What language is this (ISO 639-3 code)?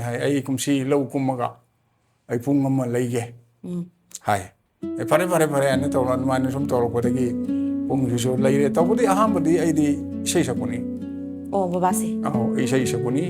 mni